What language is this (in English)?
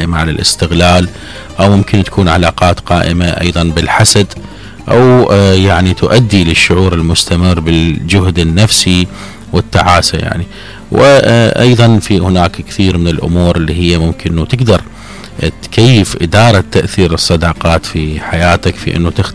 Mesopotamian Arabic